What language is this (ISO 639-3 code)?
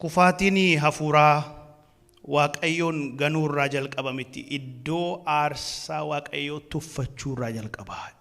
orm